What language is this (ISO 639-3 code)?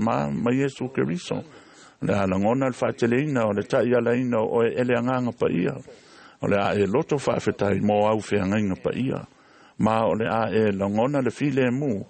smo